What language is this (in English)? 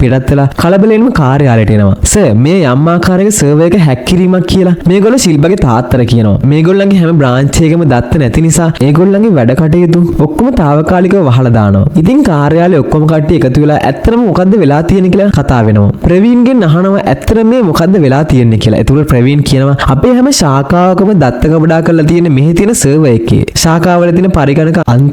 Sinhala